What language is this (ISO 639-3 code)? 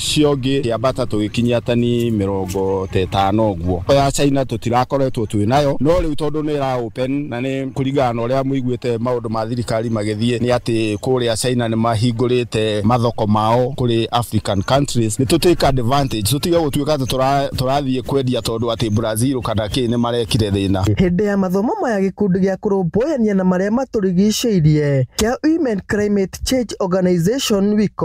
kik